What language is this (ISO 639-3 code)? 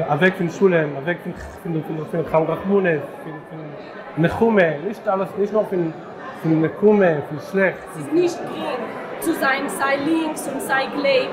yid